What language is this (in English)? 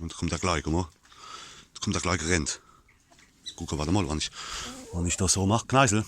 Palatine German